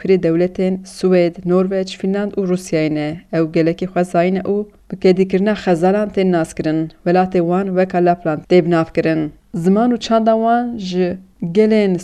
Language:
Kurdish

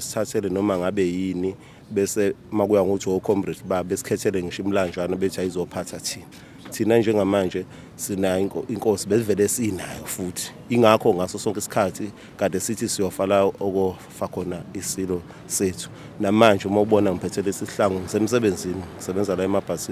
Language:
Zulu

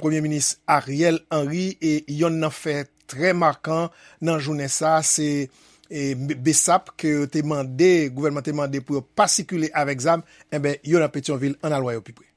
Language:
Haitian Creole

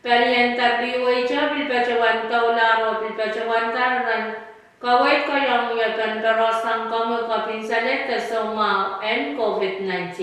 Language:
Pohnpeian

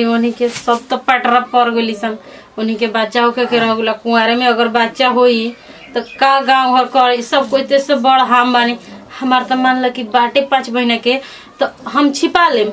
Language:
Bhojpuri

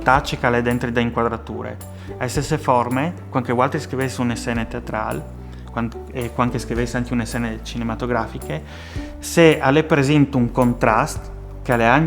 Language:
Friulian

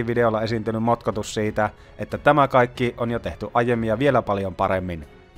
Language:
Finnish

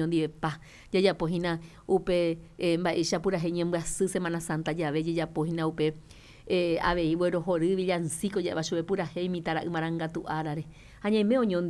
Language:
Guarani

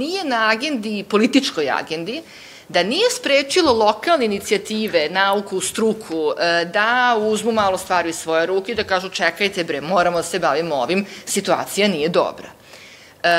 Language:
Serbian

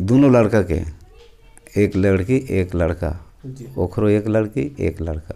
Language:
Chhattisgarhi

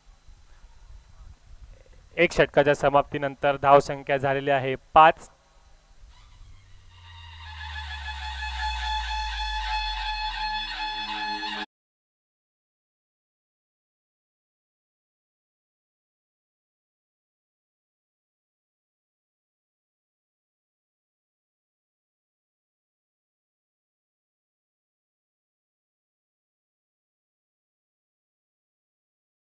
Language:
Marathi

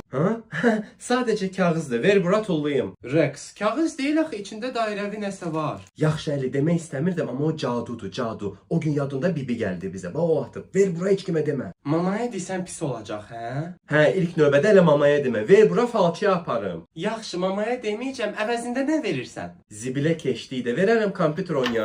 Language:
Azerbaijani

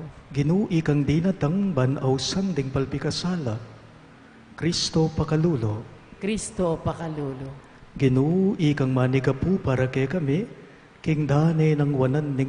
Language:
Pampanga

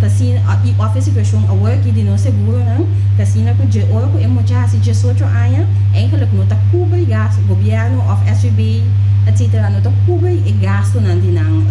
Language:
Papiamento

